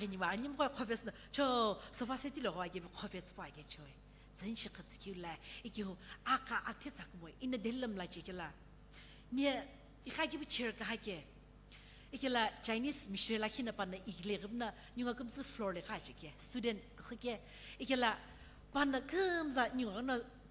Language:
Sumi Naga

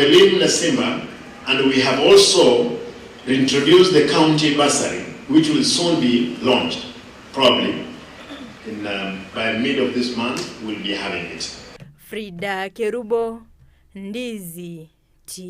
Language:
Gusii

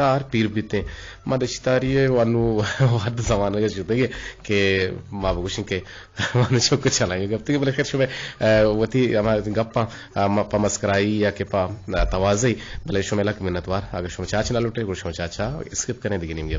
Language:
Eastern Balochi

